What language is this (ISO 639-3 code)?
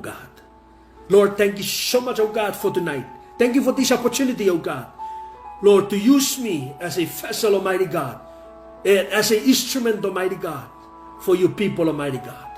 pon